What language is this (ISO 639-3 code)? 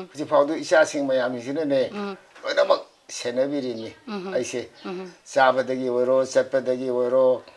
mni